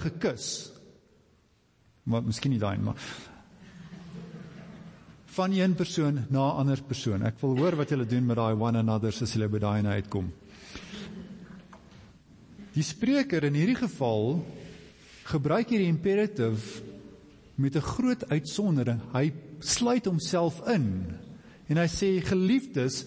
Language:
Afrikaans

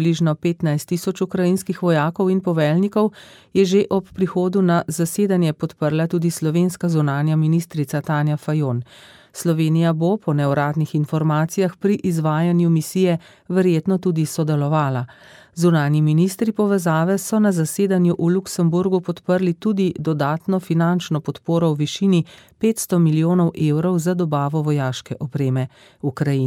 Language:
Slovenian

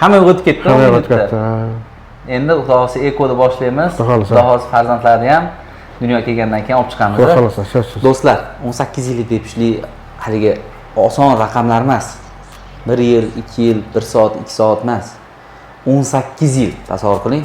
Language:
Uzbek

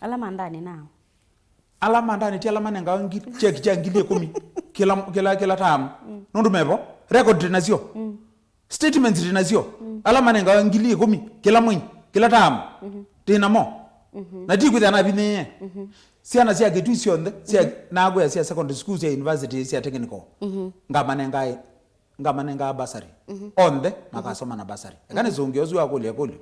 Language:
Kamba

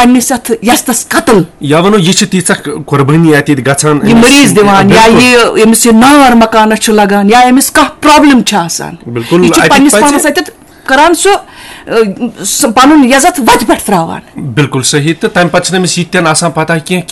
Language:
Kashmiri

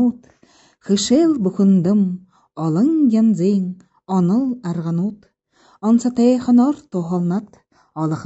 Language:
Buriat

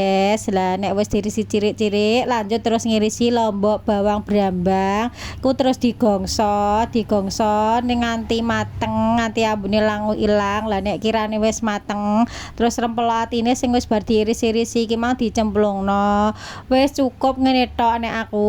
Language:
Javanese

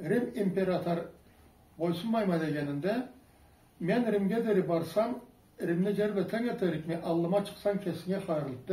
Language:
Karachay-Balkar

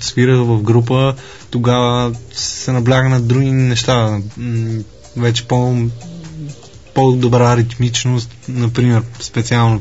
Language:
Bulgarian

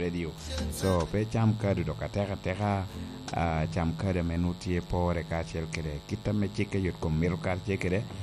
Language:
Lango (Uganda)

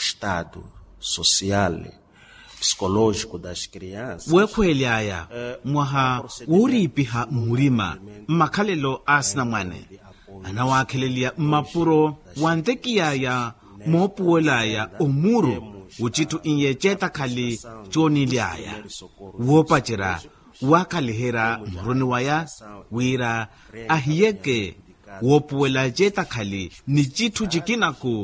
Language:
Makhuwa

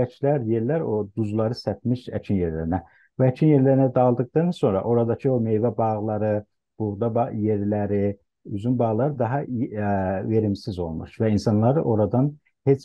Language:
South Azerbaijani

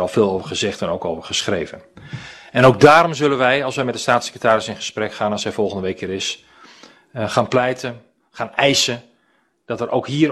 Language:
Dutch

